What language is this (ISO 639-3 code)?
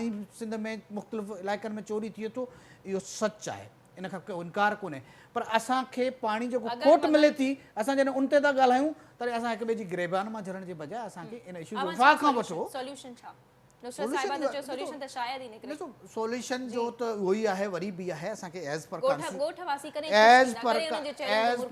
snd